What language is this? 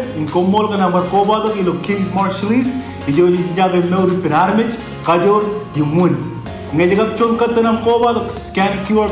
Marshallese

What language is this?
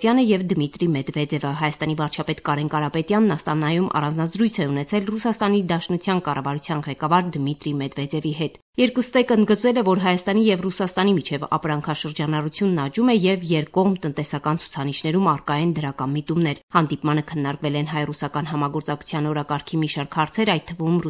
Armenian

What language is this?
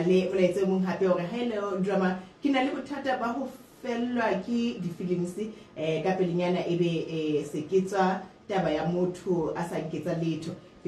Southern Sotho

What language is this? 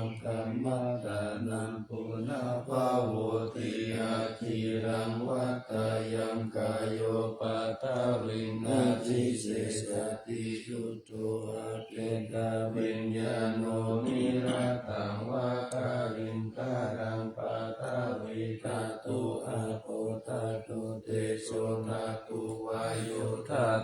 Pali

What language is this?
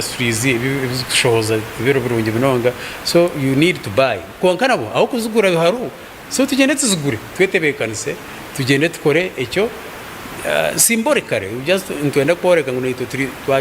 Nyankole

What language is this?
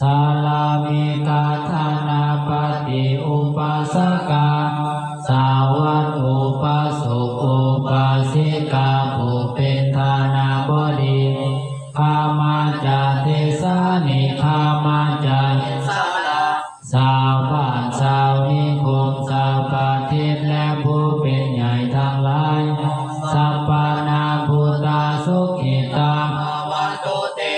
Pali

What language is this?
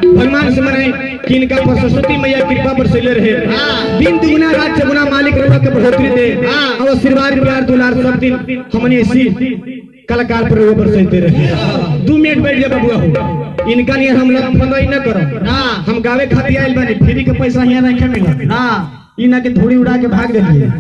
Magahi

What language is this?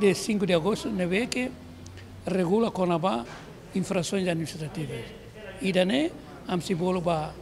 Tetum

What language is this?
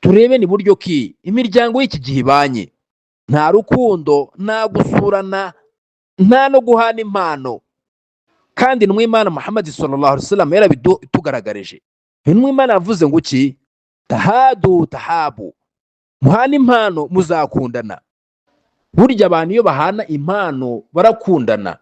Kinyarwanda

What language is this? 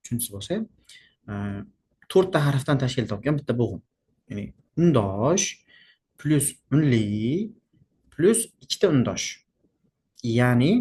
Uzbek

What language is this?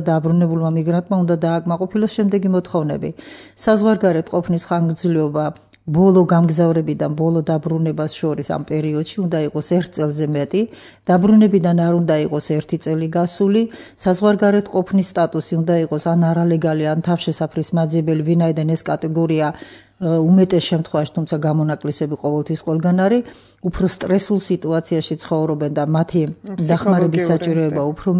Georgian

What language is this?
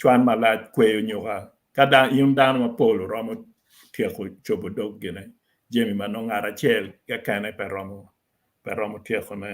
Acoli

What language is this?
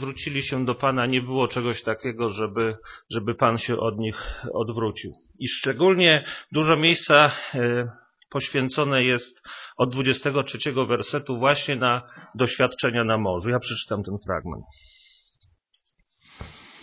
Polish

